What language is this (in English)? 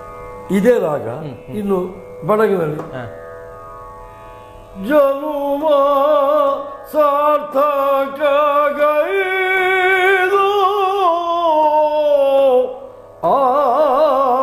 Kannada